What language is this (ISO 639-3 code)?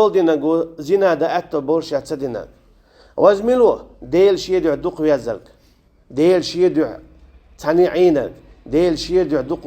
che